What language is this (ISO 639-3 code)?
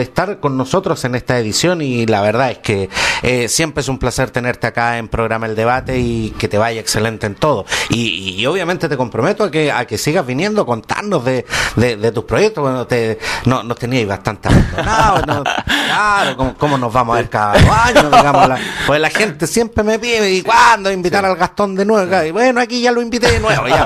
spa